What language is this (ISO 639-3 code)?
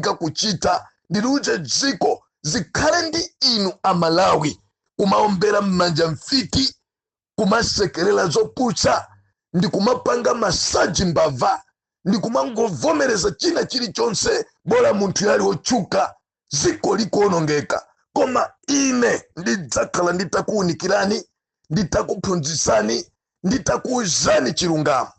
nya